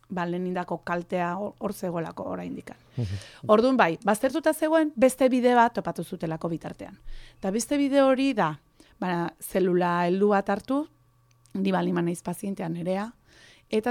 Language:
Basque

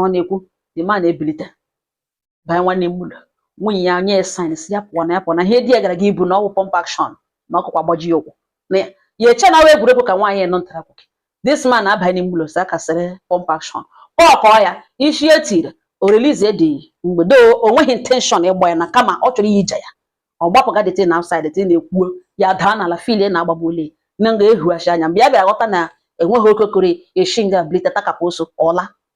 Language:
Igbo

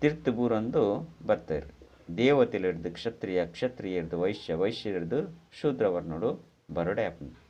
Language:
Tulu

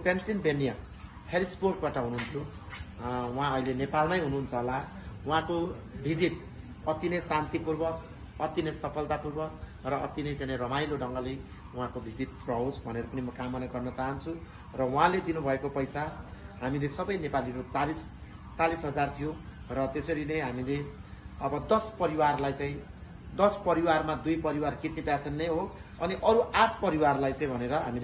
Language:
Nepali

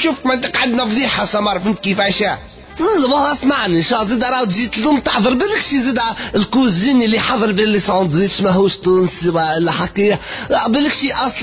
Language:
Tunisian Arabic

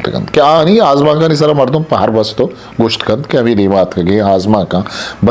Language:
Eastern Balochi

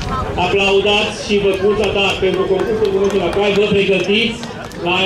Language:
Romanian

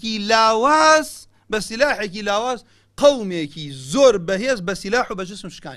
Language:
Central Kurdish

